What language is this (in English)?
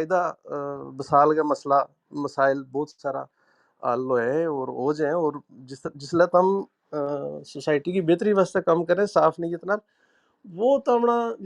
Gujari